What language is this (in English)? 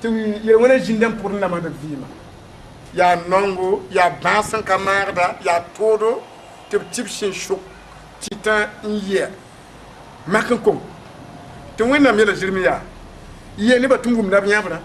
Mossi